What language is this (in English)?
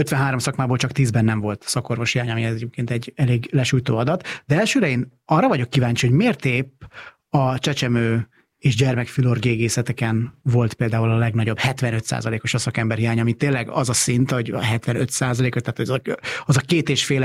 Hungarian